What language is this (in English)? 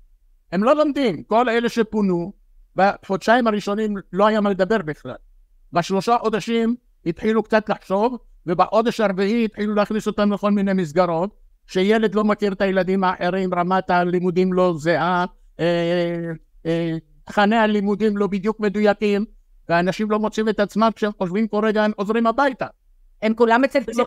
Hebrew